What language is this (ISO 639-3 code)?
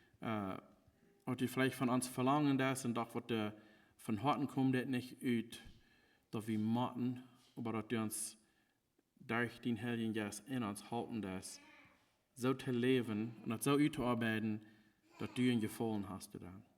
pdt